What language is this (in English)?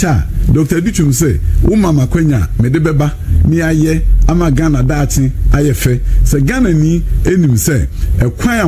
Akan